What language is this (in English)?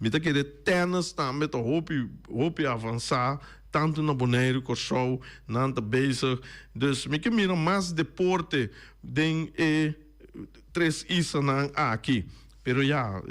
Papiamento